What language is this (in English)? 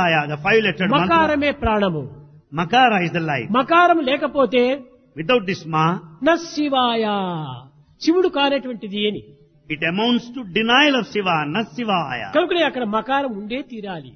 Telugu